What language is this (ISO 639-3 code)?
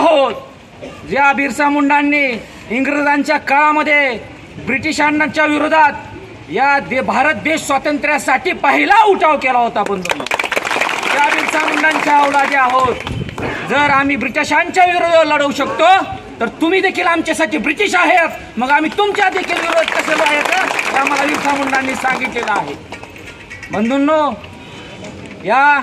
mar